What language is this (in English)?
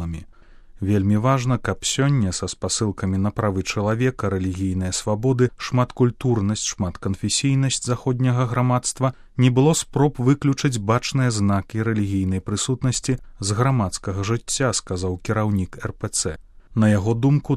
Belarusian